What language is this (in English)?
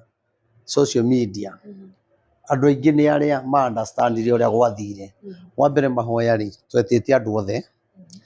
Kikuyu